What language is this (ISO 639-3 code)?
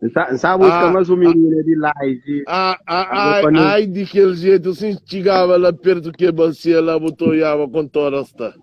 kea